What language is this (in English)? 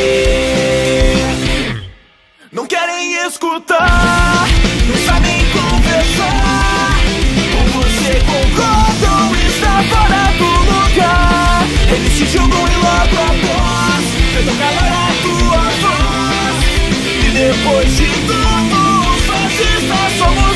Portuguese